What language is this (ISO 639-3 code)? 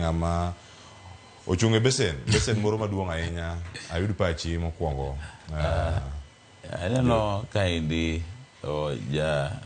luo